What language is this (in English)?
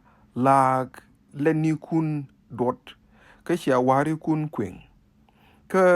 Nuer